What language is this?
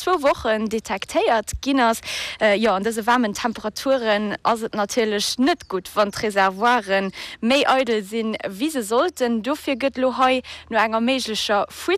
Luxembourgish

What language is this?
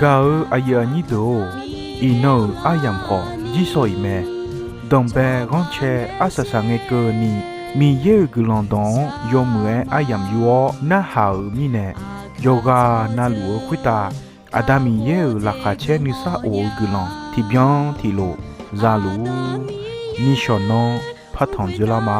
Akha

